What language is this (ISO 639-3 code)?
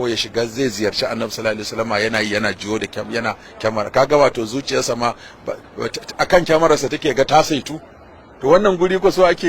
hau